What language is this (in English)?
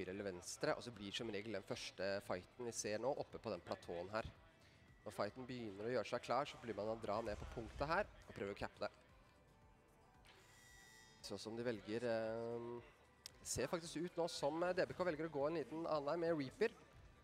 Norwegian